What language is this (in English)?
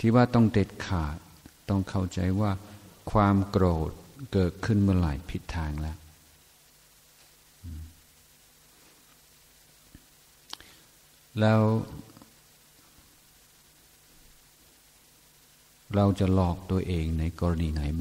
Thai